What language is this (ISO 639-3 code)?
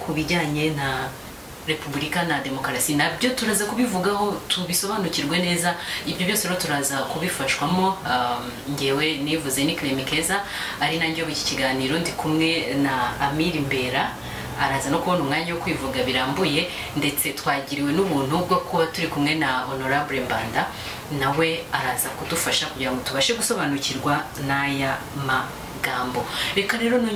kin